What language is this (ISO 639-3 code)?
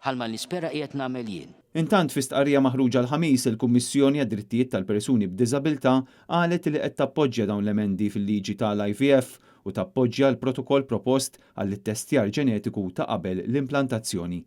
mlt